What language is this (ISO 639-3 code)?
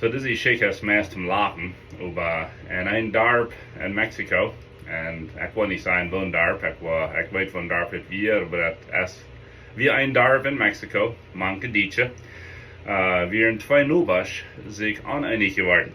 pdt